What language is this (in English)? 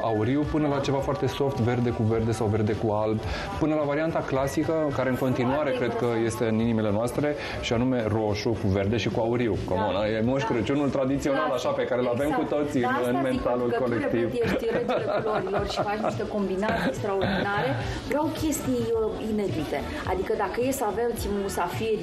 Romanian